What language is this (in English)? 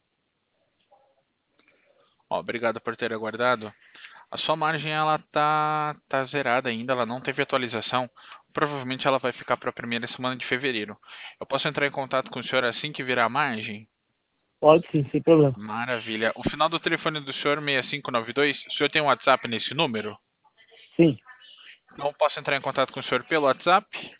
Portuguese